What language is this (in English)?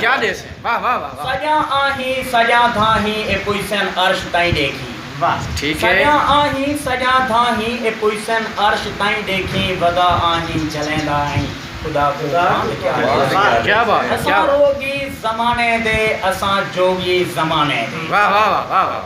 Saraiki